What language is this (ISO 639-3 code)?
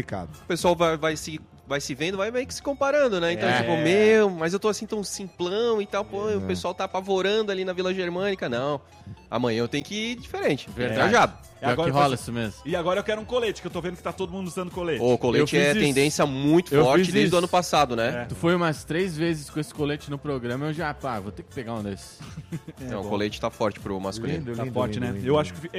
por